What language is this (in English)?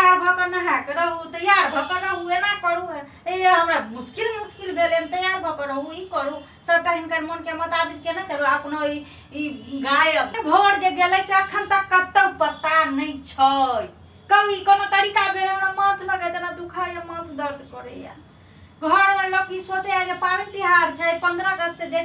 Maithili